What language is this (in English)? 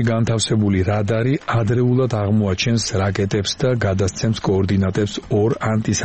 Georgian